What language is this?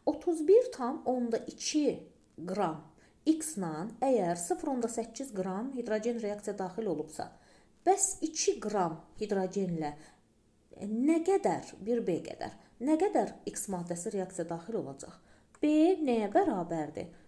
Azerbaijani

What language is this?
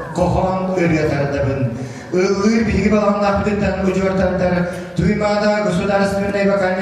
Yakut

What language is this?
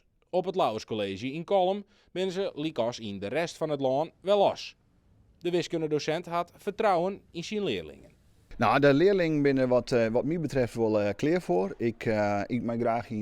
Western Frisian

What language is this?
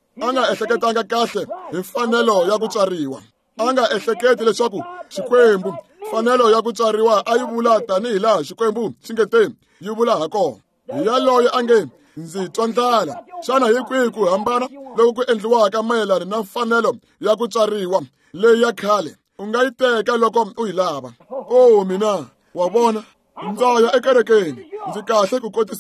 Tsonga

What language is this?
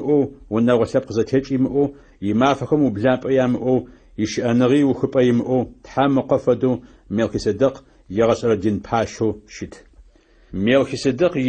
Adyghe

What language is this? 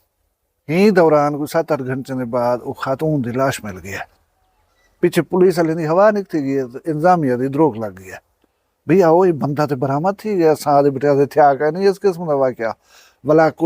Saraiki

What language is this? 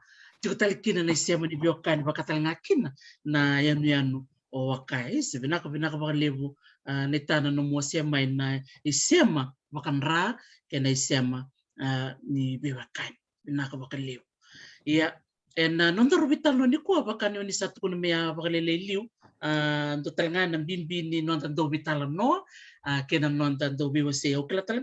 Fijian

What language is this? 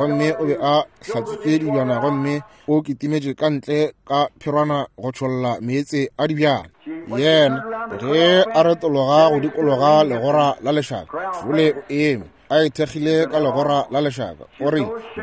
Northern Sotho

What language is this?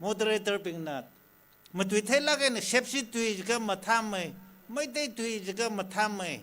Tangkhul Naga (India)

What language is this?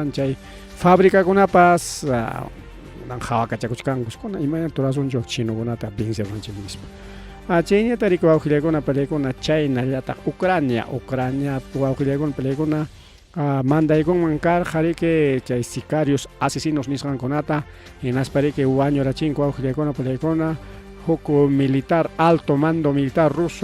Ayacucho Quechua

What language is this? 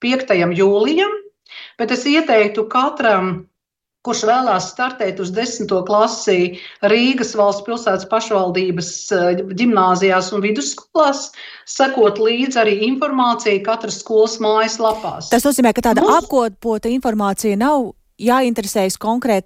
Latvian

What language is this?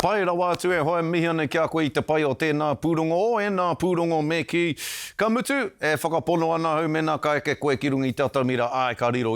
Māori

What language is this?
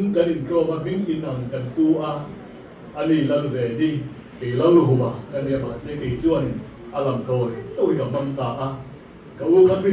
Mizo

